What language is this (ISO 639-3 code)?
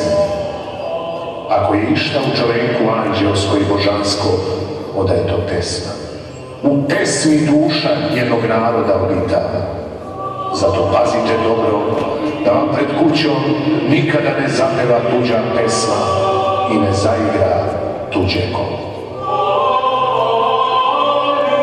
srp